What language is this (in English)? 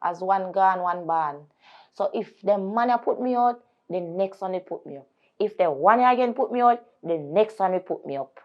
Jamaican Creole English